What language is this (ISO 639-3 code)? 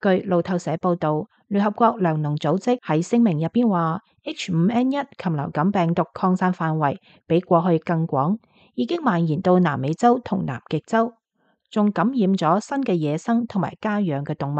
yue